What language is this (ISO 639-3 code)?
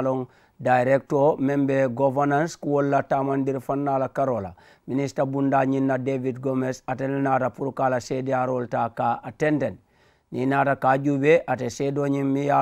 man